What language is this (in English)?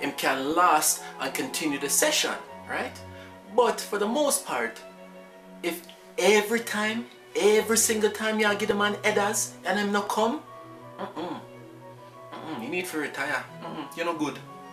Jamaican Creole English